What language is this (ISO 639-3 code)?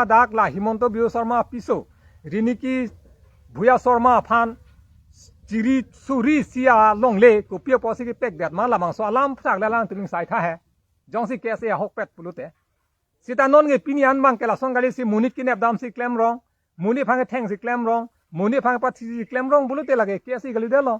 mjw